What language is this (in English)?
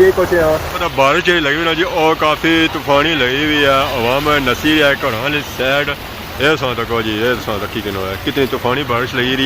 Pahari-Potwari